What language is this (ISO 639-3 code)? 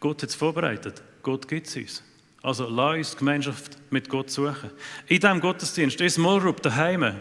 gsw